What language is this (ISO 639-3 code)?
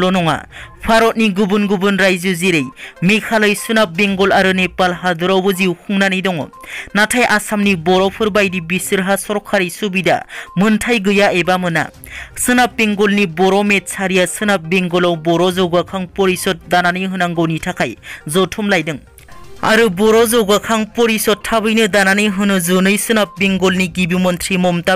brx